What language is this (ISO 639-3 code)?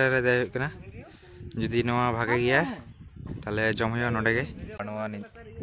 sat